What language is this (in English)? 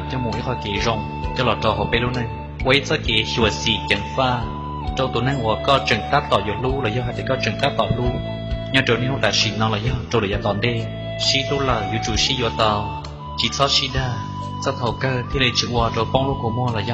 Hmong